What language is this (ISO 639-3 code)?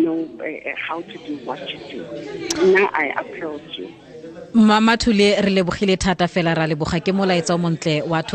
tsn